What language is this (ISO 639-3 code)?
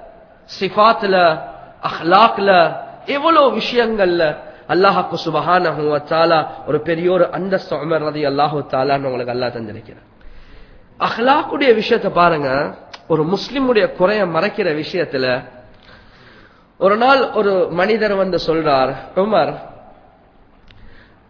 tam